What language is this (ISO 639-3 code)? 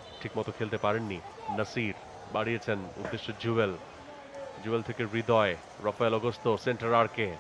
ben